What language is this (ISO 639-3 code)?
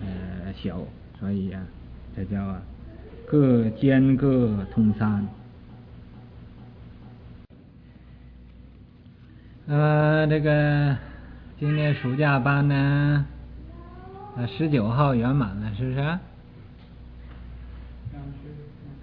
zho